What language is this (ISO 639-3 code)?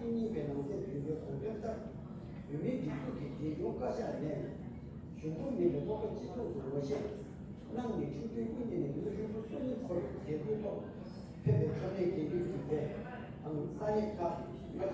bod